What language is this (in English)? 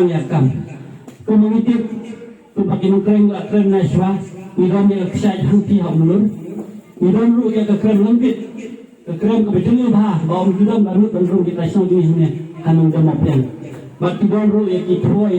Khasi